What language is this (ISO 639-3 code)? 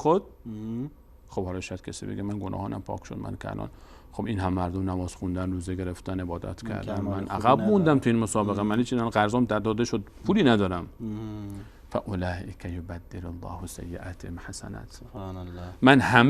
fas